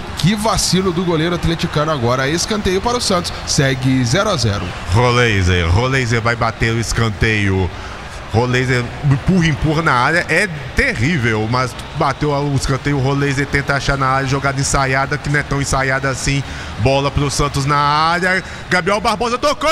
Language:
Portuguese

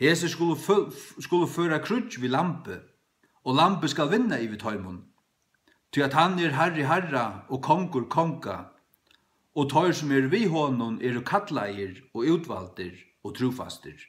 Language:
Faroese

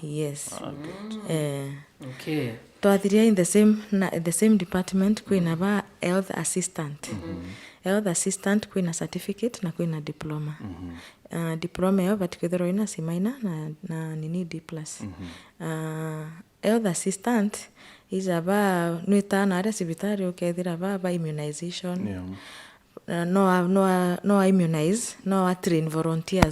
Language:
Meru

